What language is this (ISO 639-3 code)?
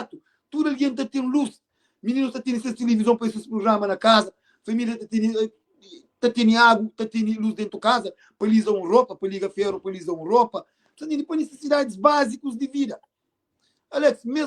kea